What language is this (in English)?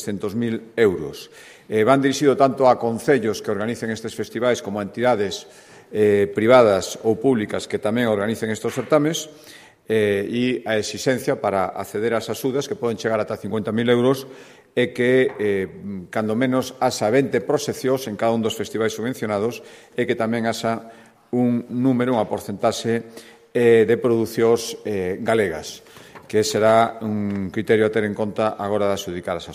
Galician